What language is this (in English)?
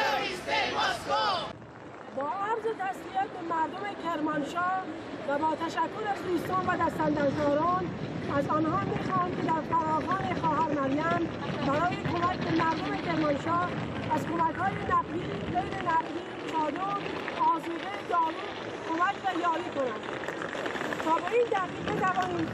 Persian